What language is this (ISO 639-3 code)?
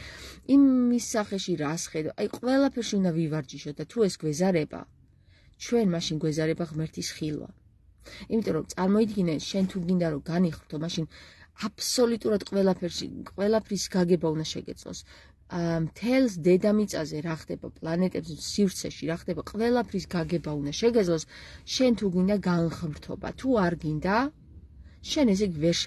kat